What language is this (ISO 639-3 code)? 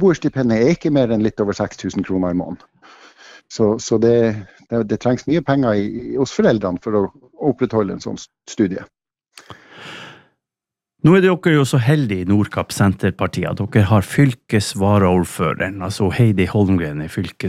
nor